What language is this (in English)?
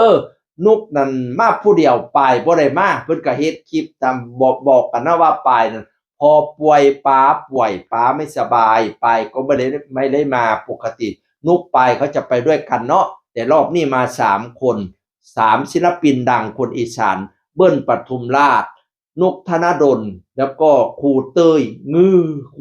Northeastern Thai